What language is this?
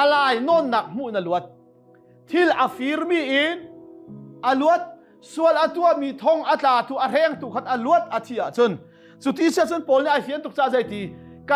Hakha Chin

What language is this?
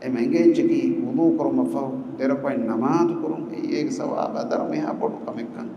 Divehi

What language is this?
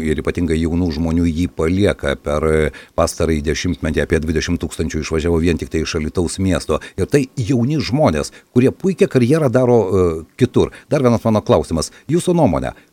Lithuanian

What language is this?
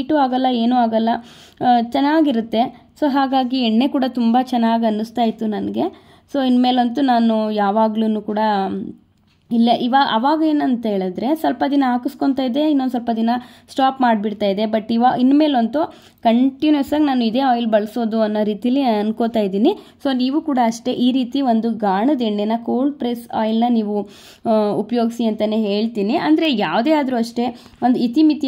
Kannada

